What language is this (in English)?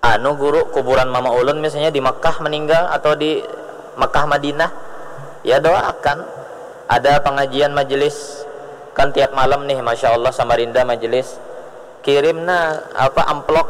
Banjar